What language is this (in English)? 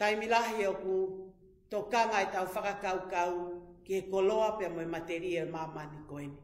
Tongan